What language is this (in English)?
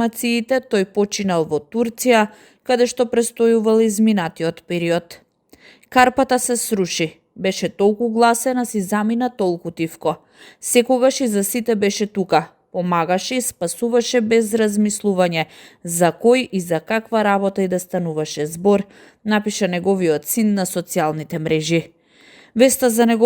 Macedonian